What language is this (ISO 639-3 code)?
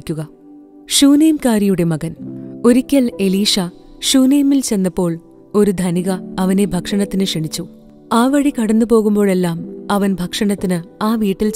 mal